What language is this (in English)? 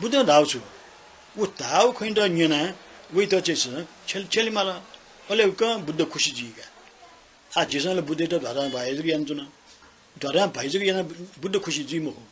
Newari